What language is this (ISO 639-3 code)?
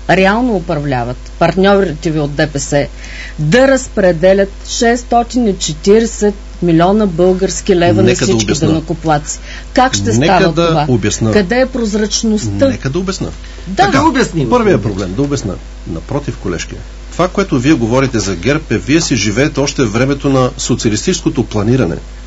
bul